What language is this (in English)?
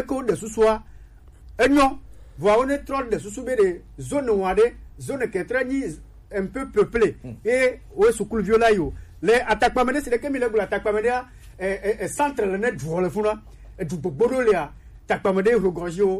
Gen